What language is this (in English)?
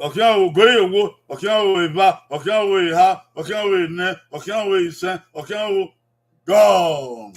Bini